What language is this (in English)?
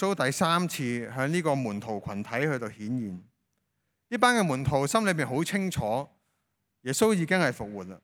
Cantonese